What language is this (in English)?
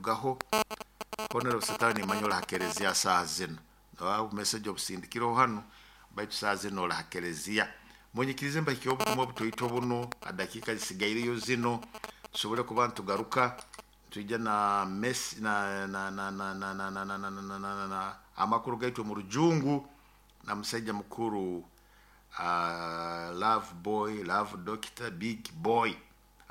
Nyoro